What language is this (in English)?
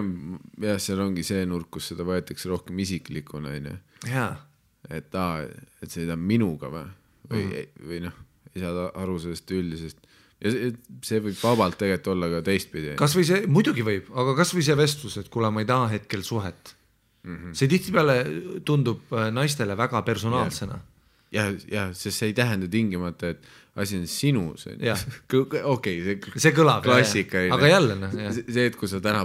Estonian